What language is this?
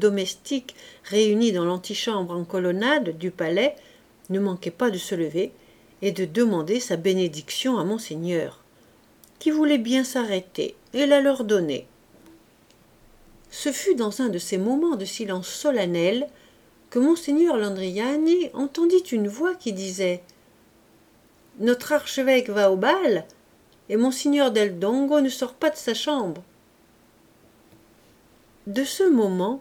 French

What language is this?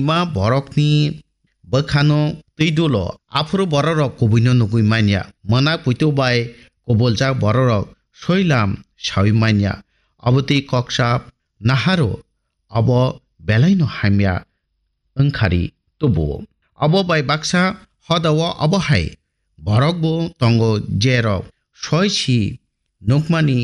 Kok Borok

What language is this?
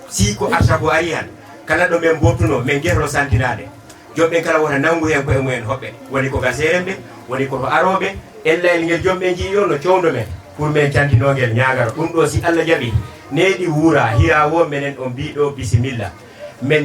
Fula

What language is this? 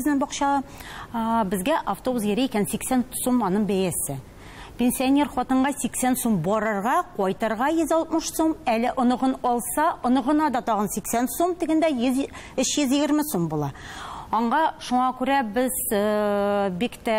Tatar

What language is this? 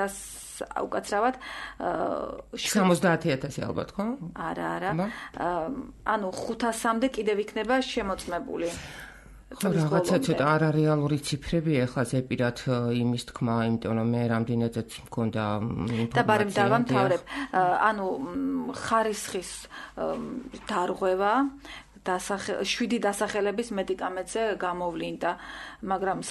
Georgian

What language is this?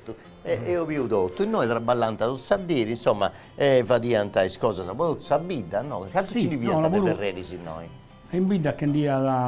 Sardinian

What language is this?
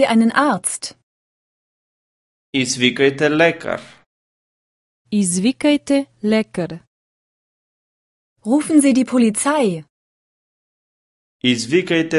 Bulgarian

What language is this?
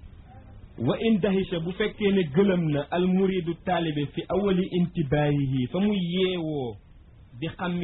Wolof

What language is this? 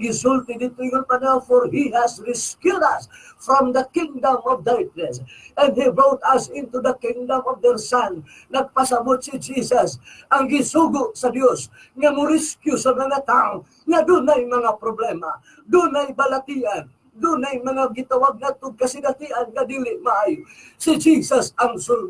Cebuano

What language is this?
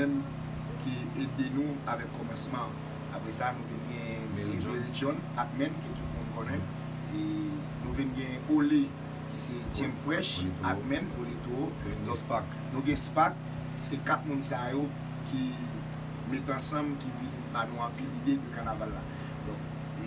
Haitian Creole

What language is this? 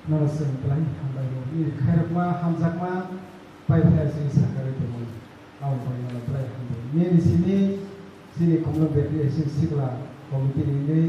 Kok Borok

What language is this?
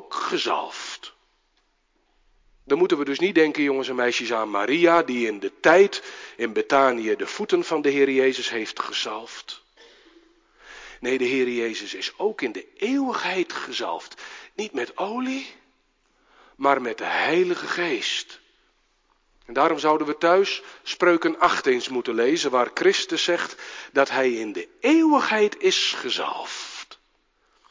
Dutch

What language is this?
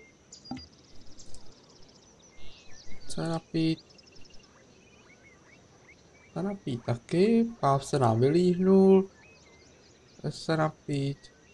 Czech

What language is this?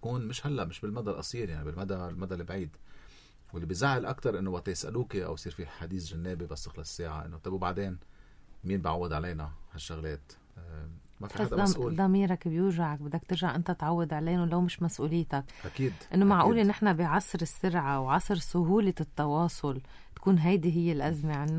North Levantine Arabic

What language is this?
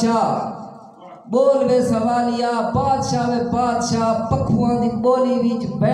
Saraiki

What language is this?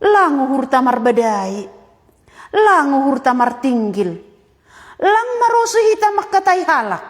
Batak Simalungun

